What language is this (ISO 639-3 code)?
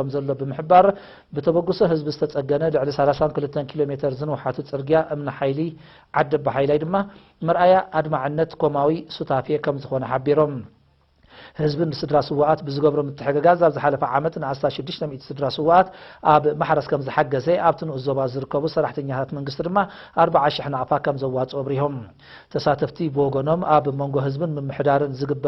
tir